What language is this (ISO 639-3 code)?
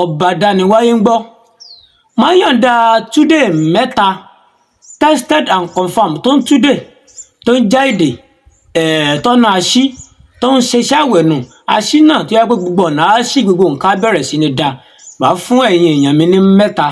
yor